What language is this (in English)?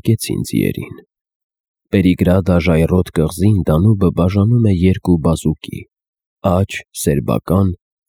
Armenian